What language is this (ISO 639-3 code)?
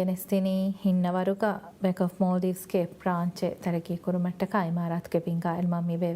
div